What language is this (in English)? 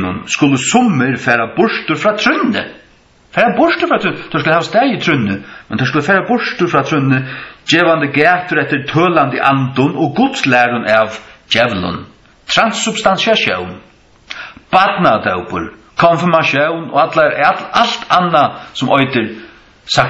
Faroese